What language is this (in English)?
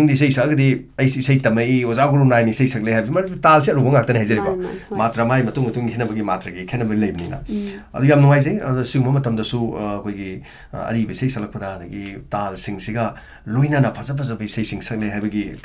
Manipuri